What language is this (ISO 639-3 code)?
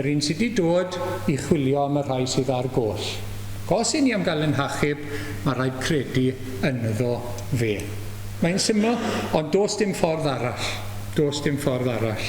cym